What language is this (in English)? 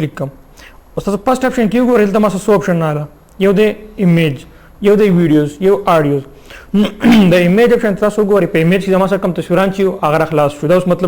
Pashto